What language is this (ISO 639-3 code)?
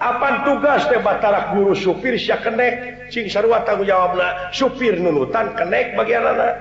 sun